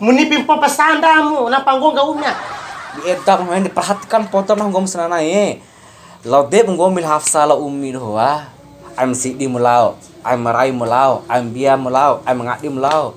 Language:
Bima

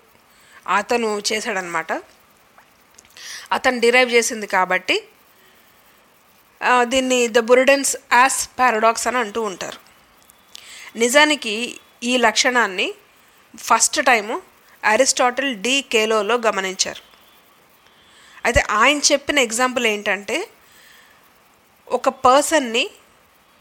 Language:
Telugu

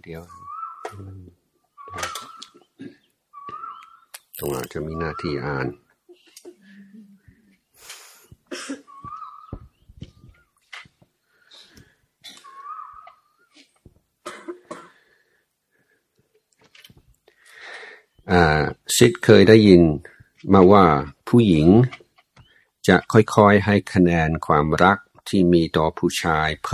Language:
Thai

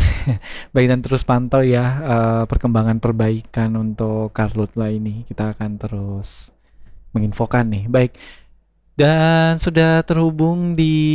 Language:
Indonesian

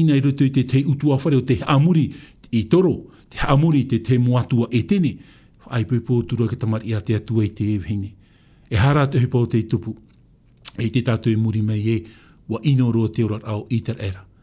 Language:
Tahitian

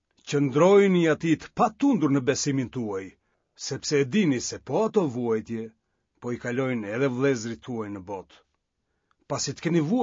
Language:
Albanian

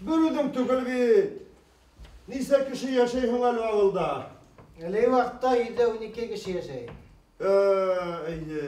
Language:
Bashkir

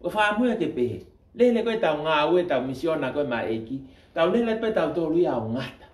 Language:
Tongan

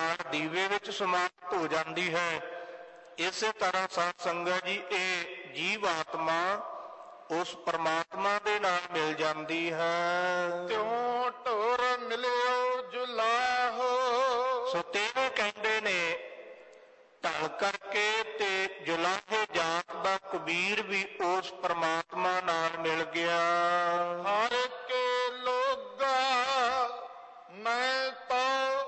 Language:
Punjabi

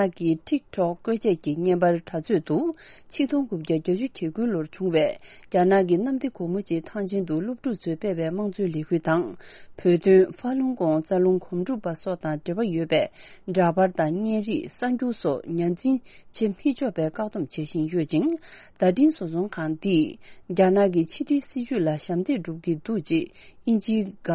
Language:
Tibetan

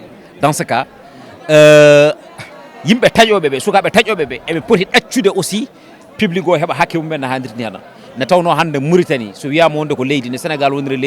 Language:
Fula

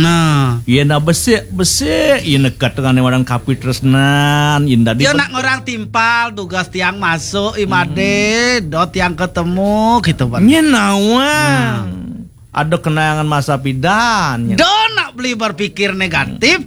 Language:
Balinese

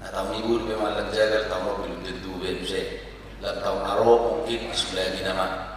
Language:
Batak Toba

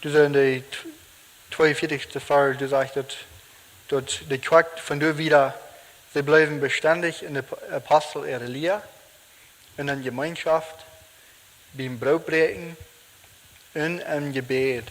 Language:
Plautdietsch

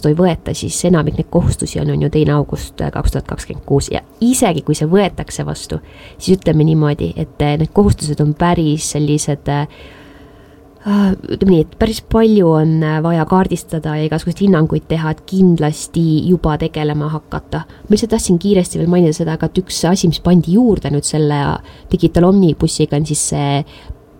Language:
Estonian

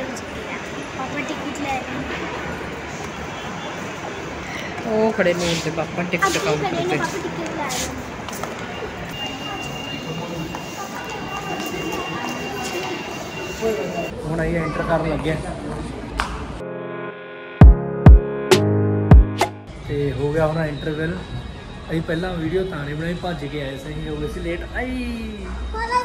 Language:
Punjabi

